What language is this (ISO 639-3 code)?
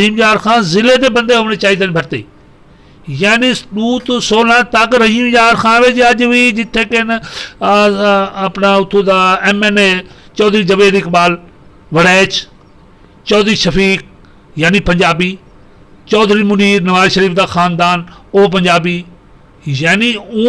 lah